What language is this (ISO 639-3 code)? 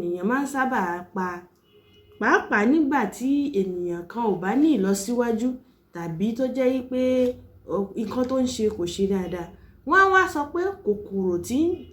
yor